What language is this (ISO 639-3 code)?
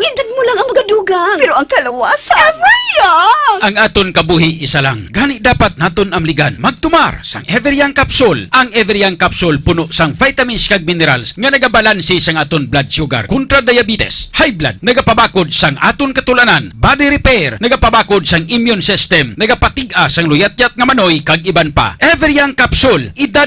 hil